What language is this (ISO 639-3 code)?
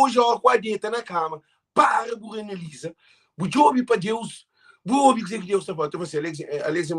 kea